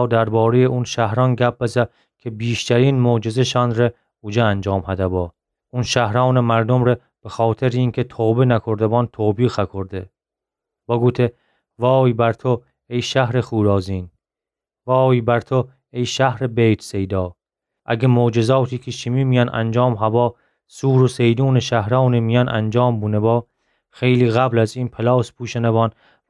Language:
Gilaki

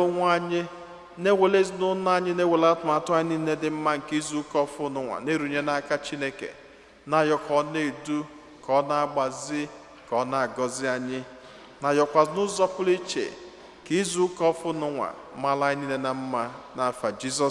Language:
Igbo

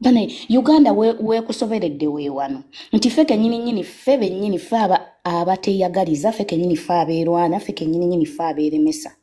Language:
Ganda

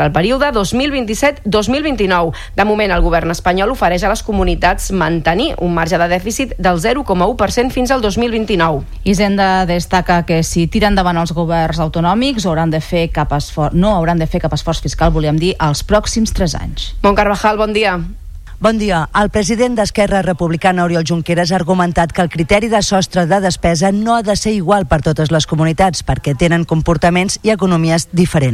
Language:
Catalan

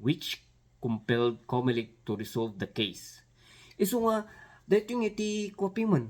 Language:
Iloko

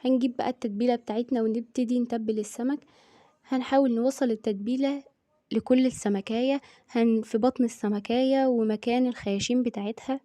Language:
Egyptian Arabic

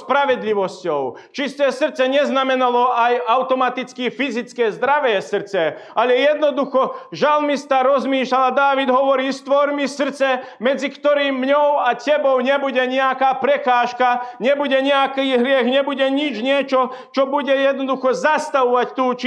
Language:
Slovak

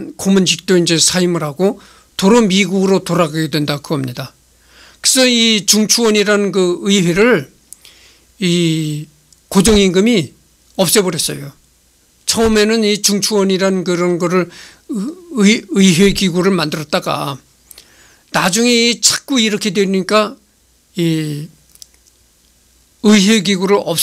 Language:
Korean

